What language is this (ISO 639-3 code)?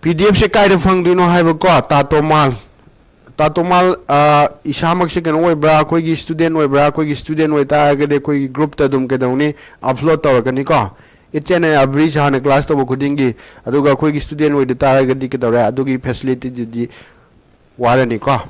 mni